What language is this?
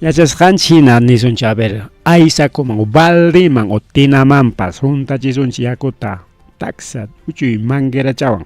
Ayacucho Quechua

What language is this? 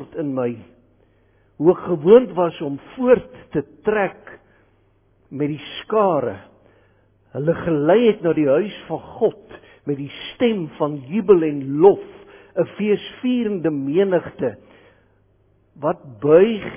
Afrikaans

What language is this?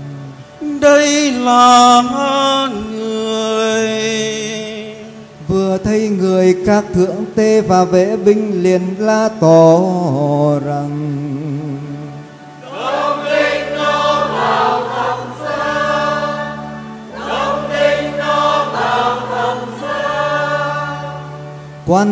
Vietnamese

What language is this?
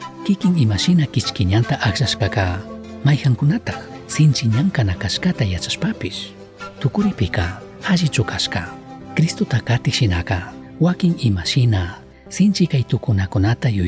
Chimborazo Highland Quichua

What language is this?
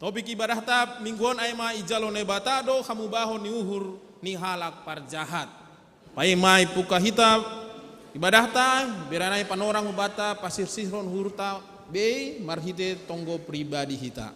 Batak Simalungun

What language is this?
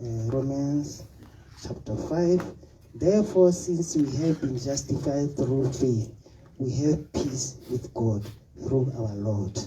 Tswana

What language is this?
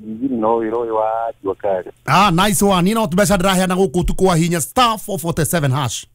Kikuyu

